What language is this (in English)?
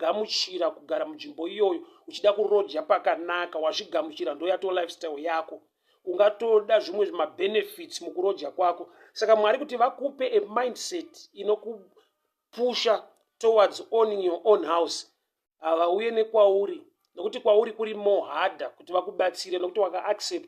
Shona